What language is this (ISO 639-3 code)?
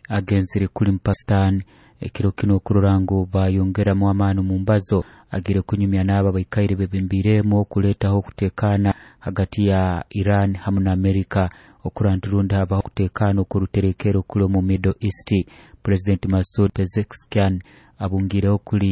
nyo